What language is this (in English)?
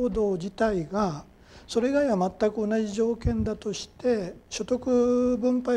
Japanese